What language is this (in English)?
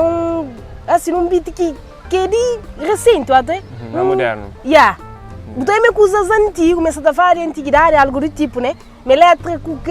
Kabuverdianu